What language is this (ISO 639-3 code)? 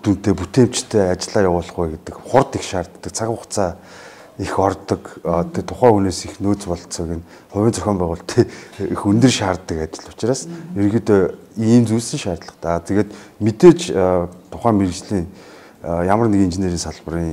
mon